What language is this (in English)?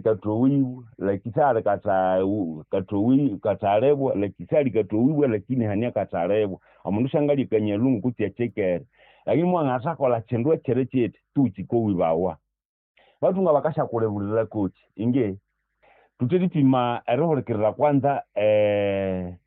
Nande